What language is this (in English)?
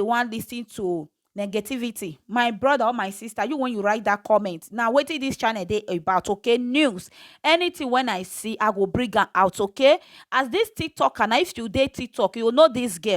Nigerian Pidgin